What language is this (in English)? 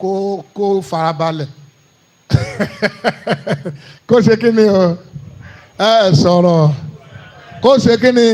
Yoruba